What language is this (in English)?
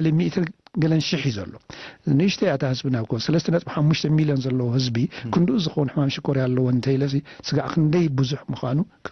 Tigrinya